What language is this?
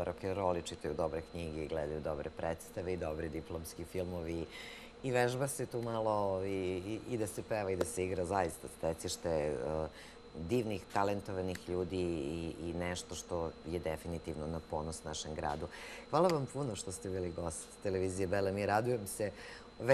Serbian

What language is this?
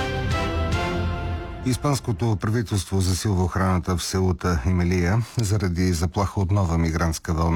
Bulgarian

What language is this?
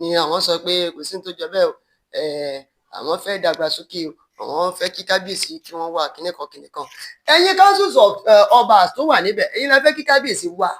Yoruba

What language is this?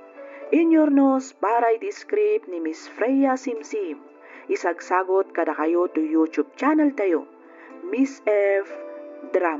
Iloko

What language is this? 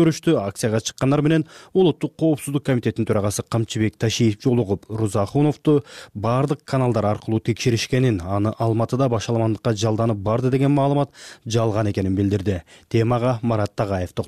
Kyrgyz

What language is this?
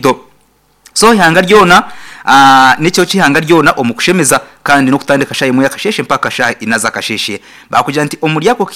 Nyankole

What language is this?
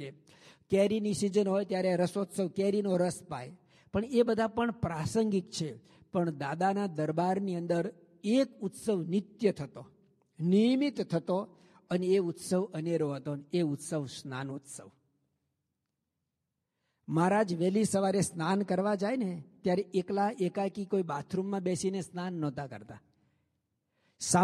Gujarati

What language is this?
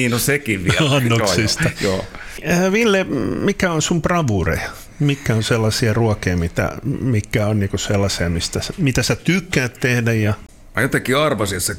Finnish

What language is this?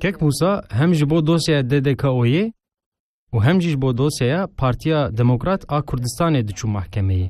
Kurdish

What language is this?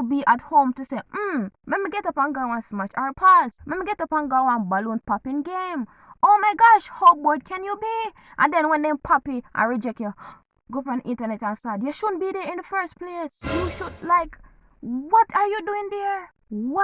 Jamaican Creole English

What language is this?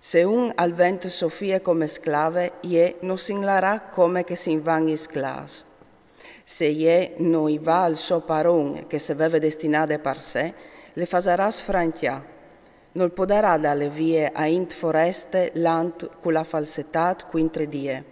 Friulian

